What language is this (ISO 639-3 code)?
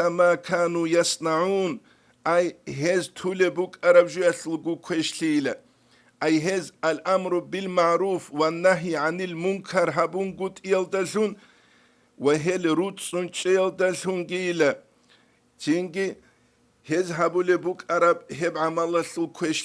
ava